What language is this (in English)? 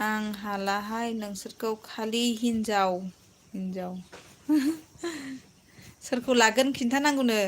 Bodo